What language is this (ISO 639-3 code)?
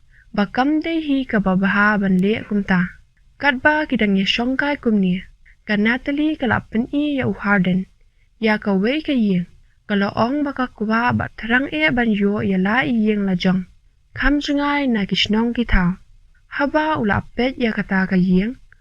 kha